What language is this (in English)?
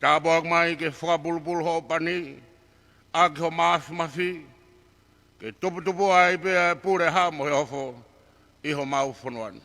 Tongan